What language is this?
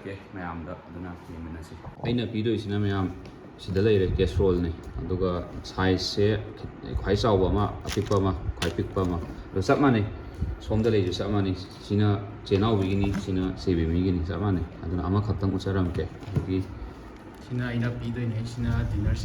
Manipuri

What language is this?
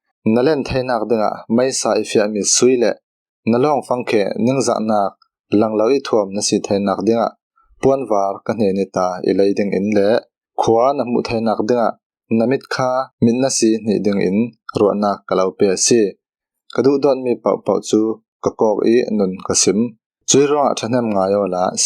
Falam Chin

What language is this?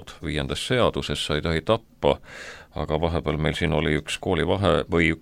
Estonian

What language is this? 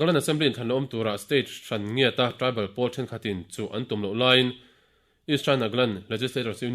Mizo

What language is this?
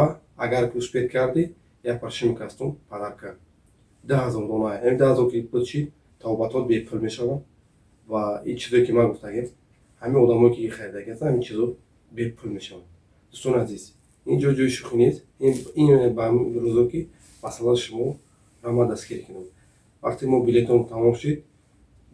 Tajik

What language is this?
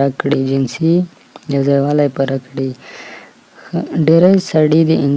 Pashto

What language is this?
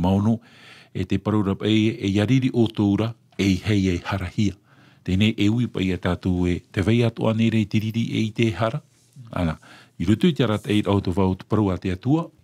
Tahitian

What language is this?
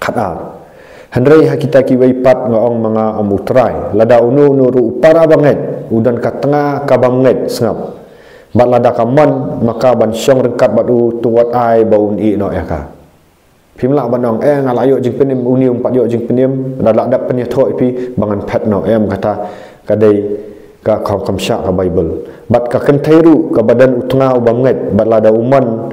Khasi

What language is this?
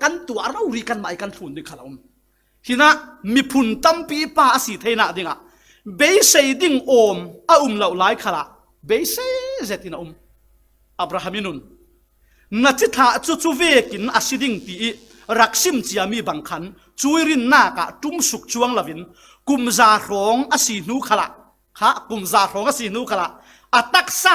Falam Chin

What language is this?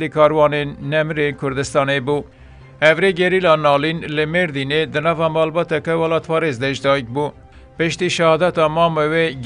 Kurdish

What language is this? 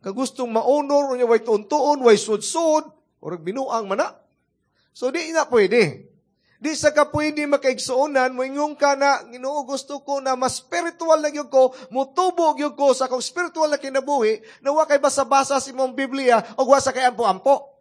Cebuano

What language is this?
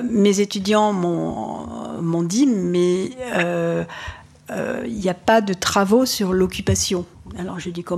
French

